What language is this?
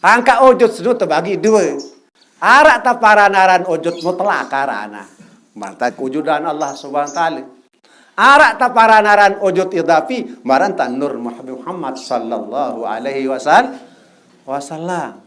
Sasak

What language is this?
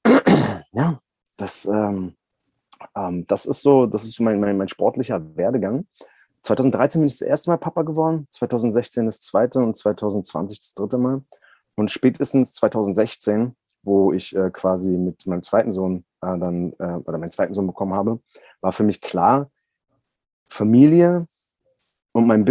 German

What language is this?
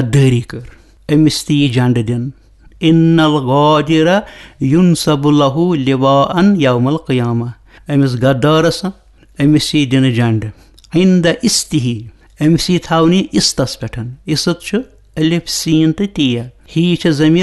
Kashmiri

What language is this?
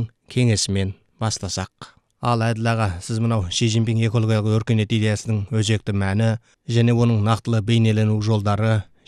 Kazakh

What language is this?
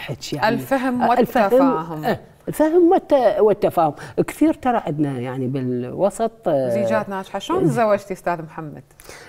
Mesopotamian Arabic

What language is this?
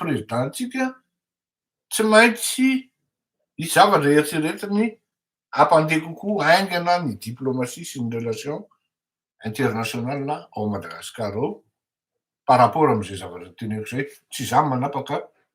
Malagasy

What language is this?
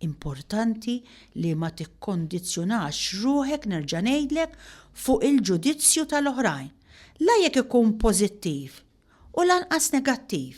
Maltese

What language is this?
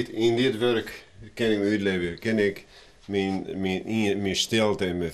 Western Frisian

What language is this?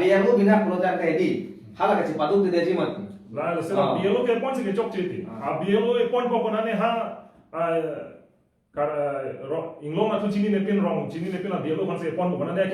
Karbi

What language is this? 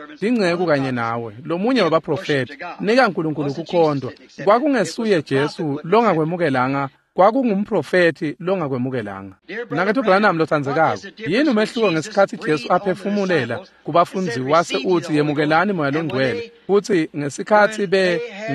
Swati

